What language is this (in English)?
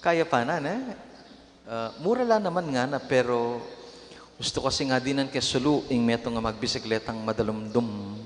Pampanga